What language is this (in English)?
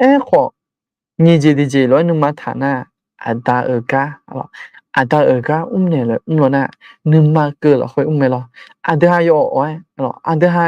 Akha